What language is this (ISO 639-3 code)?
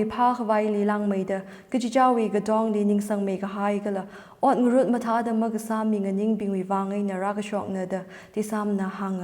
nmf